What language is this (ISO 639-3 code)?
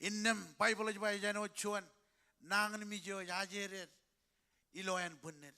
mah